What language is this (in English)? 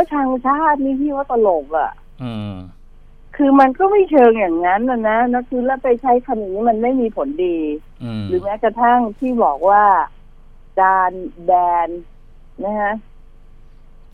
Thai